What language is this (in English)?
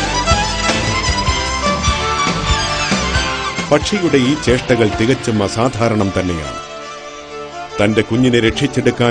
Malayalam